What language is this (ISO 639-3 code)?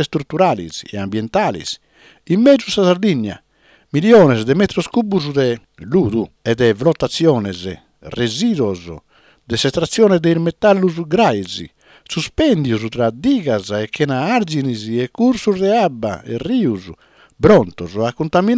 srd